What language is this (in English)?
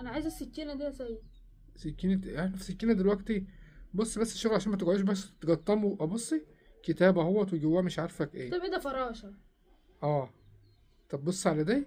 Egyptian Arabic